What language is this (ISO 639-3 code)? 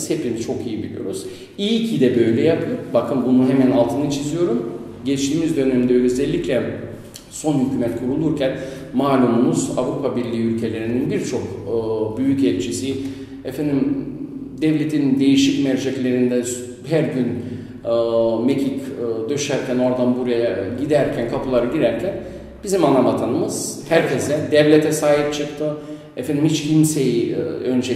tur